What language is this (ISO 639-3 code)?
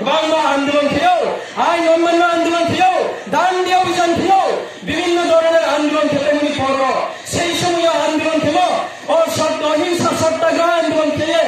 ria